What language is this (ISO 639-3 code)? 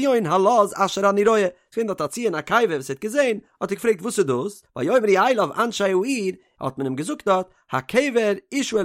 yid